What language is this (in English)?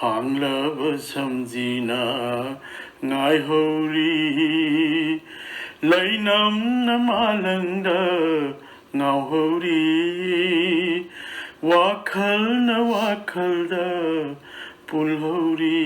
Manipuri